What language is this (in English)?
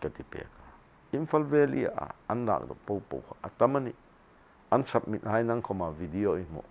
Hmar